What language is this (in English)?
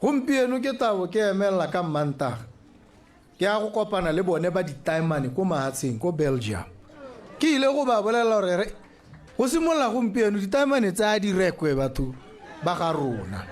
Tswana